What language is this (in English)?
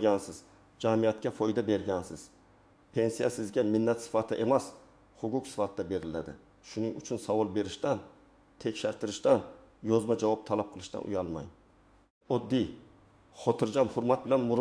Uzbek